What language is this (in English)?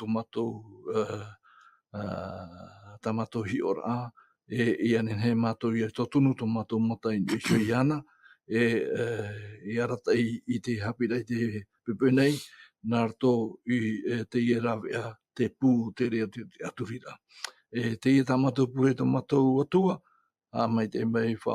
Tahitian